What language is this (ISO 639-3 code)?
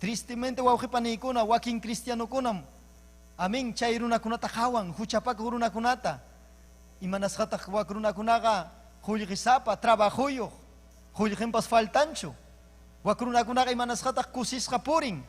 quy